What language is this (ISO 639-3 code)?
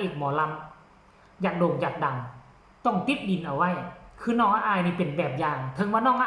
tts